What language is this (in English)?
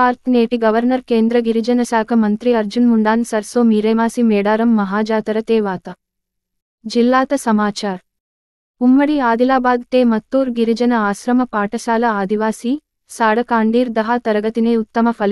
Gondi